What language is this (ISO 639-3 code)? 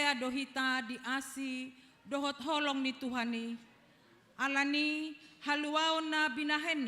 bbc